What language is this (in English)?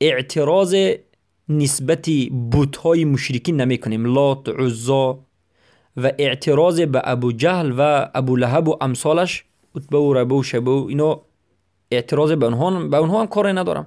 Tajik